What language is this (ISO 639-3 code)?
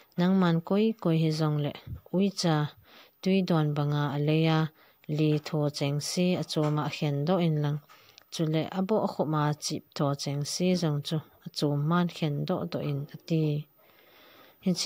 tcz